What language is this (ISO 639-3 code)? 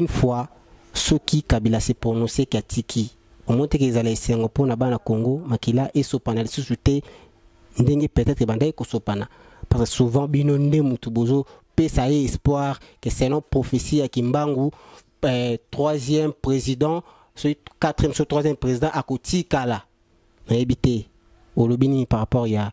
lin